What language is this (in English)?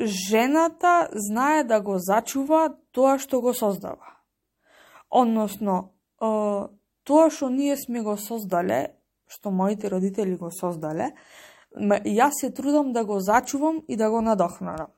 Macedonian